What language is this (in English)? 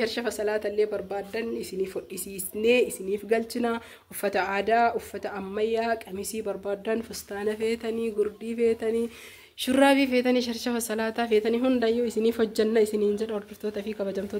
Oromo